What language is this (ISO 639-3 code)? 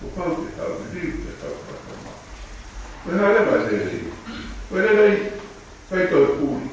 ton